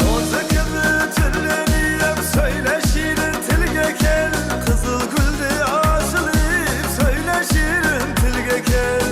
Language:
Kara-Kalpak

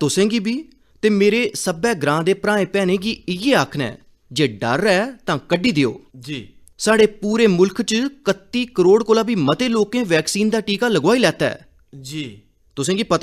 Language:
Dogri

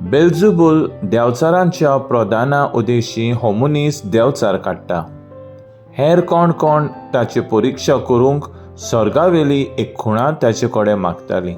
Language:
Konkani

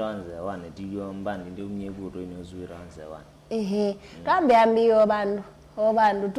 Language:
Kamba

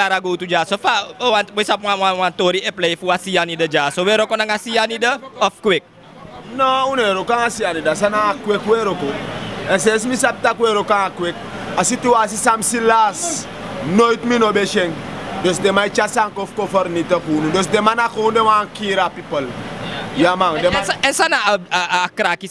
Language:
Sranan Tongo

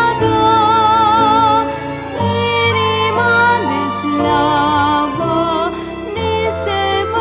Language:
Romanian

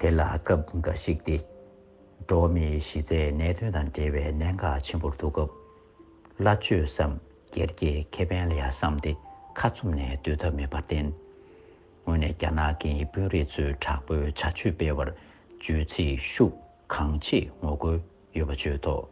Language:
Tibetan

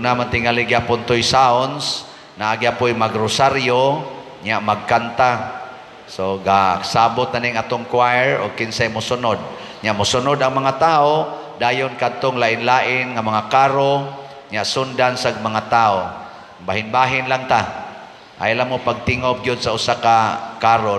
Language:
Cebuano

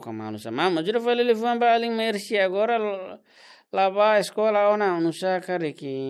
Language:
Tetum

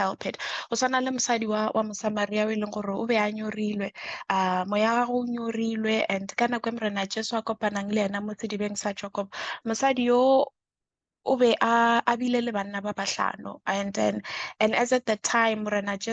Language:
Northern Sotho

